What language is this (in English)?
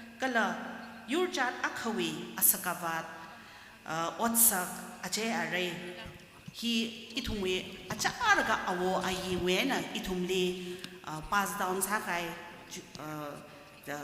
Tangkhul Naga (India)